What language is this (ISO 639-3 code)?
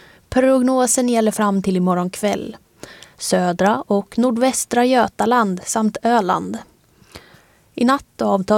swe